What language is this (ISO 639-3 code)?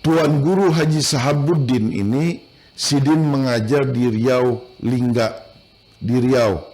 bjn